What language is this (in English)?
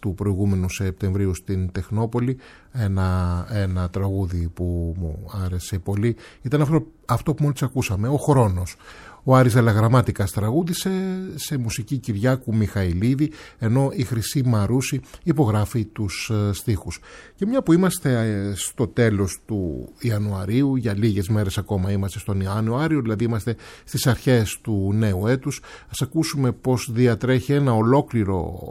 Greek